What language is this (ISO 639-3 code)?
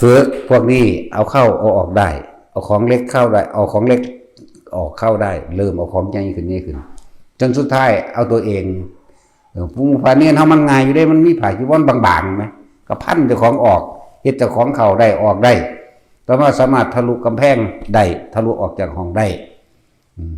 tts